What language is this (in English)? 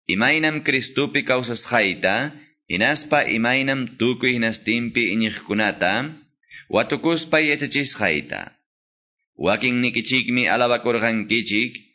Quechua